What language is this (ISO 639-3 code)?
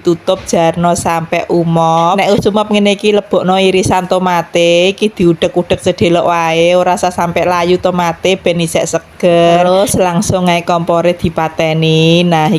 jav